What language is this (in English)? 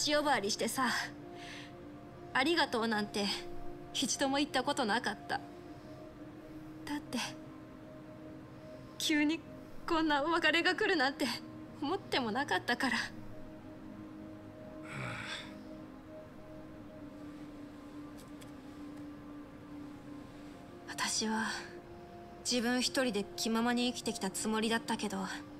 Japanese